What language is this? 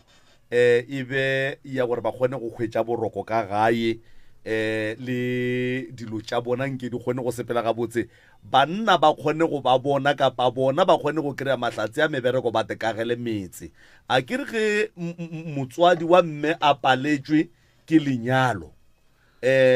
Northern Sotho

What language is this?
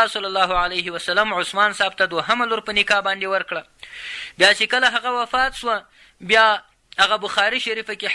Pashto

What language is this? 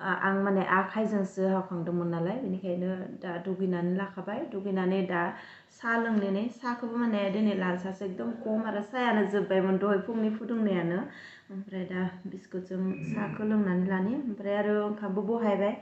Bodo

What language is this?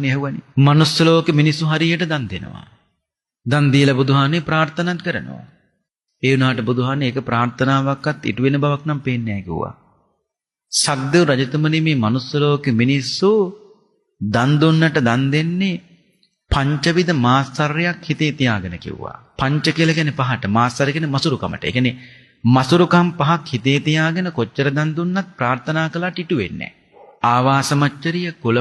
Sinhala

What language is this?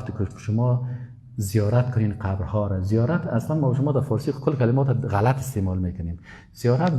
Persian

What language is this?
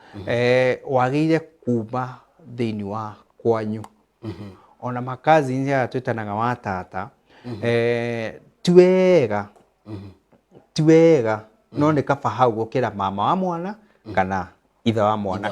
Kikuyu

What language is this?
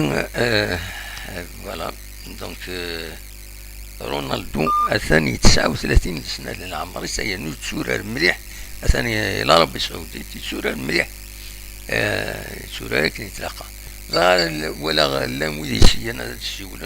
Kabyle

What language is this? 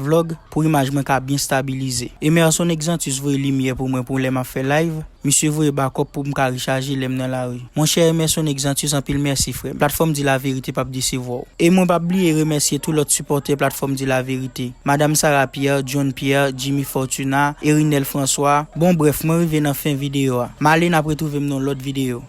Haitian Creole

